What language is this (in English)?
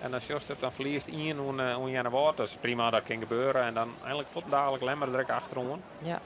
Western Frisian